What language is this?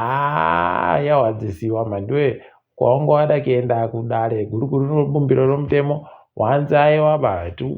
Ndau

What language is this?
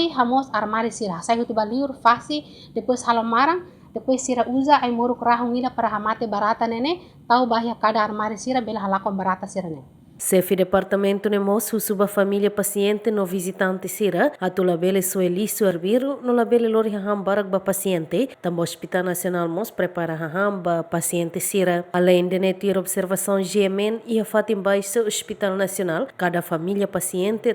Tetum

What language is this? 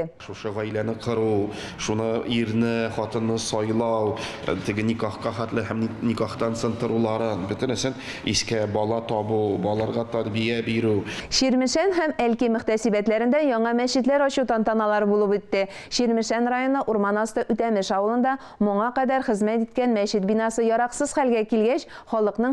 Tatar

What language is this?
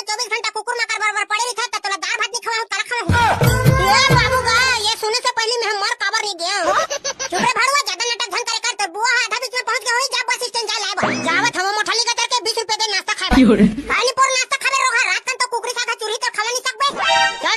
Chhattisgarhi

